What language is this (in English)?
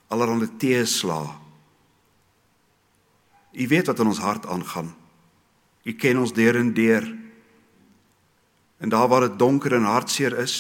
Afrikaans